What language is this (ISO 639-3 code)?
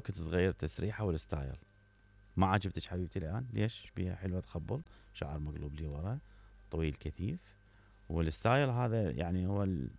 acm